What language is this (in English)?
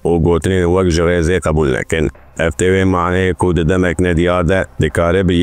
Kurdish